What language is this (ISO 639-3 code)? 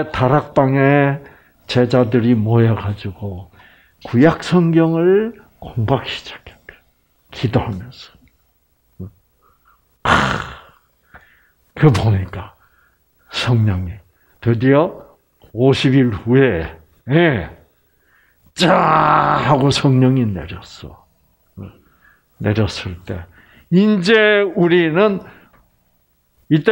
kor